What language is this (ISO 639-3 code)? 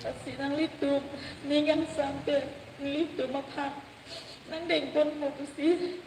mjw